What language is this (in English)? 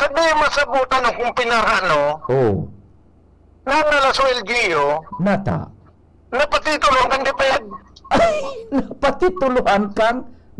Bikol